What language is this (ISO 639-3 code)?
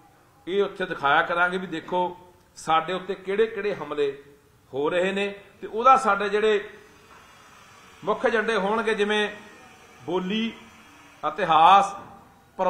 pan